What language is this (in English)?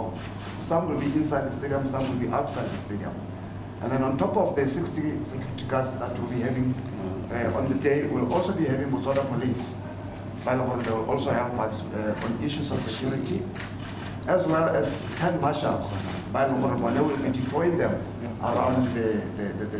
Tswana